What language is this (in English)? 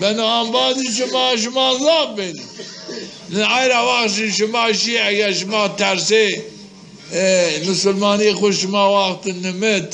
Zaza